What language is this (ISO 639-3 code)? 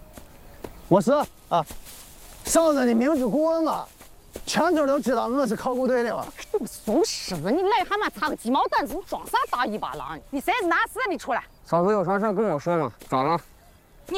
zho